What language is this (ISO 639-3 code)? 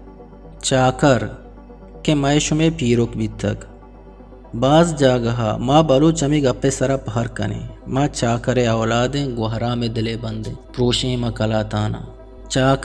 bgp